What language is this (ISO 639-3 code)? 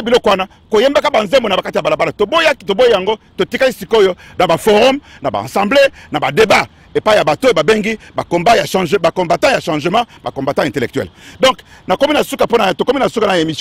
lin